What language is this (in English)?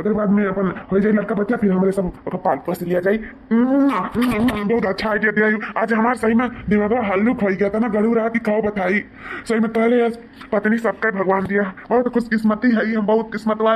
Awadhi